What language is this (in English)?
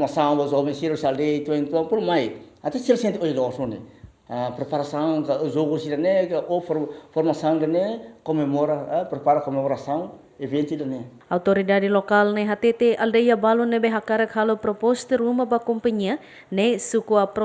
Tetum